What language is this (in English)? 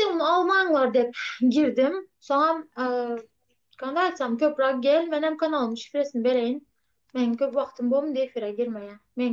Turkmen